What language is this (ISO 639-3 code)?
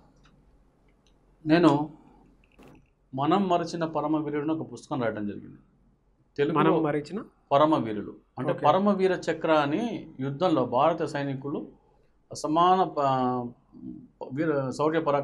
tel